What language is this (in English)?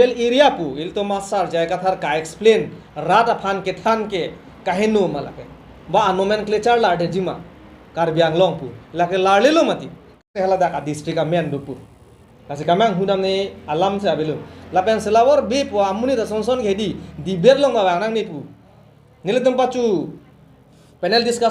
Karbi